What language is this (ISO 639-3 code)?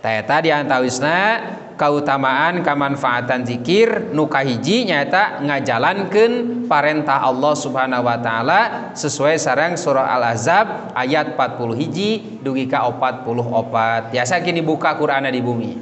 sun